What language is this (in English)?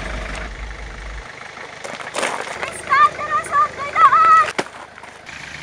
Filipino